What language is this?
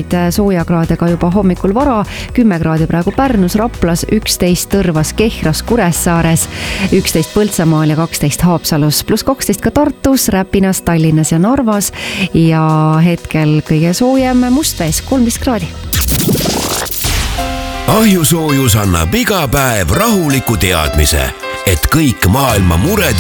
Estonian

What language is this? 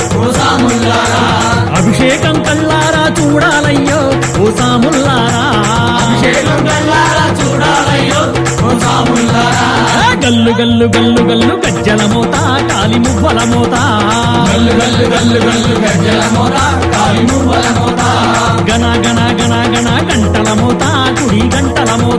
Telugu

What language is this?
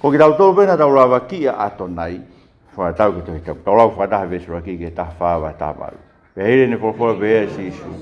Tongan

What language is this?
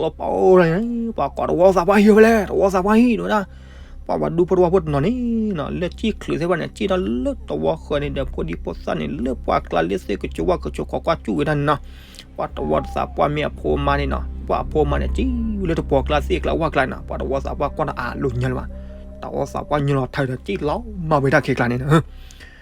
S'gaw Karen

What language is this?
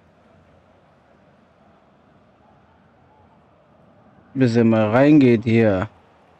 German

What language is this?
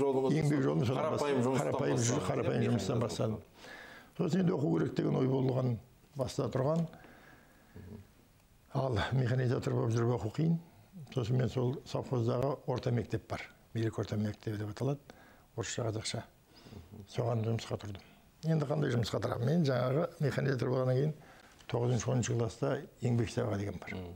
Kazakh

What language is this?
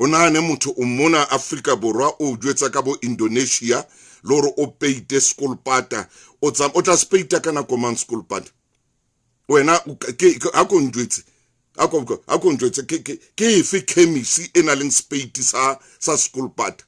Southern Sotho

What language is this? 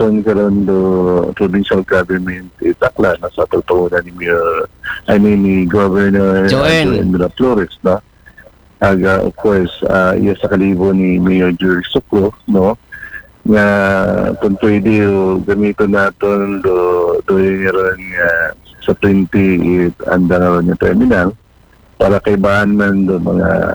Aklanon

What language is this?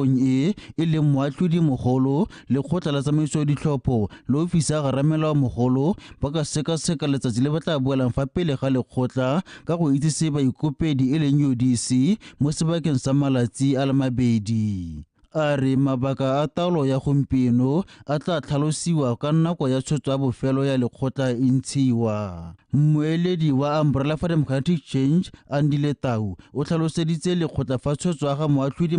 Tswana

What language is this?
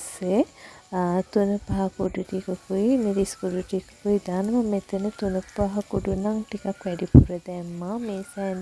Sinhala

